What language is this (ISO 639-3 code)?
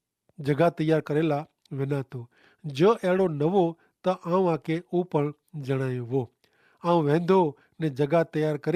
kfr